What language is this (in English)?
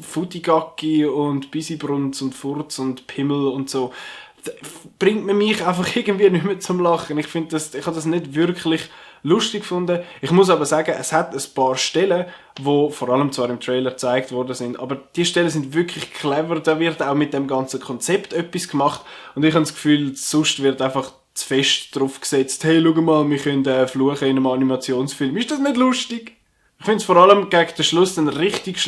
Swiss German